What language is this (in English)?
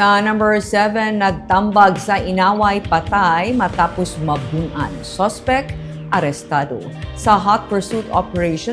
Hiligaynon